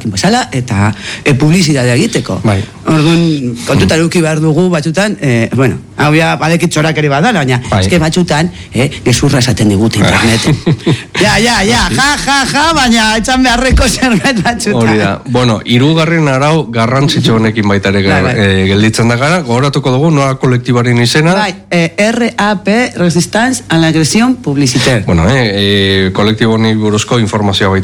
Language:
Basque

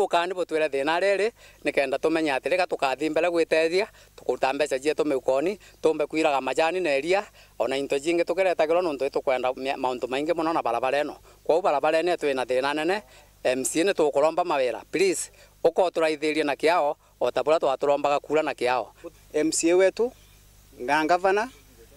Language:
Meru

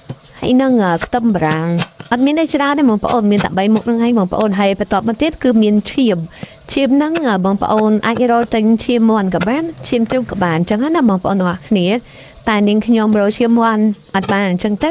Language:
Khmer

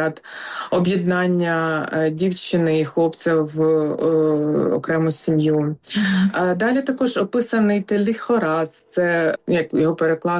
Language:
Ukrainian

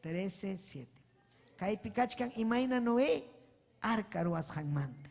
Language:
Ayacucho Quechua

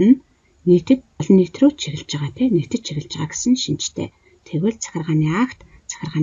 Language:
Mongolian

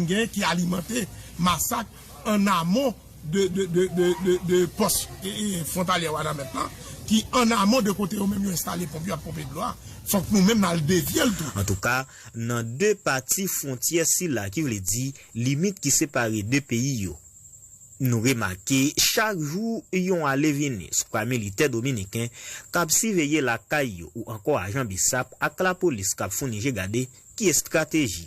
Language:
Haitian Creole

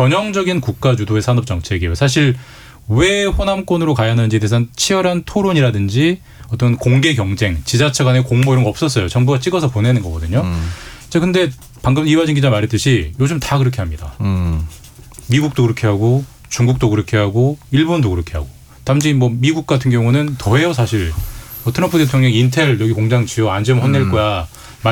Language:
Korean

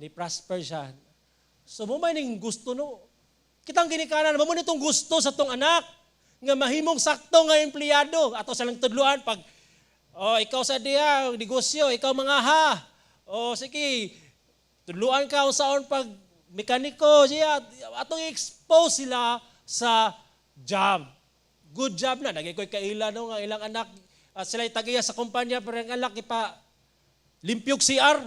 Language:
Cebuano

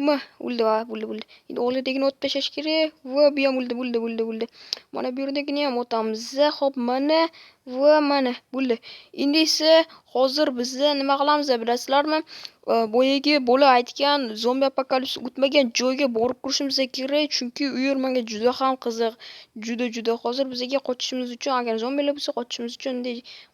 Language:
Uzbek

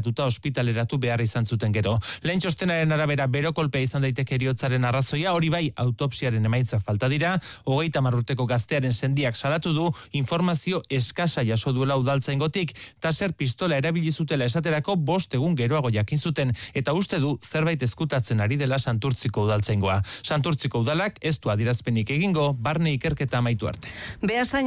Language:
Basque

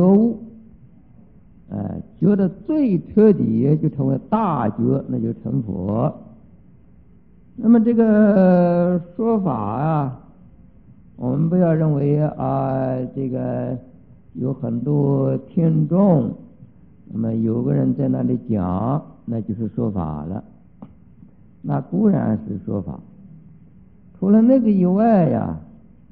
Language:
Chinese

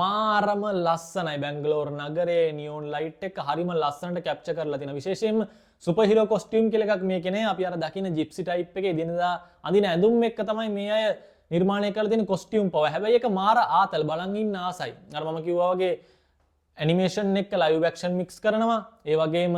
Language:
Sinhala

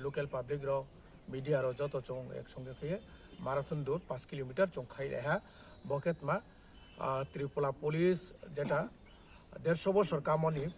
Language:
Riang (India)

